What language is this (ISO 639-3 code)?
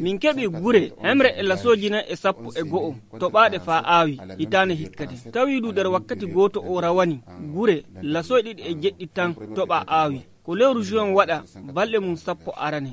fuv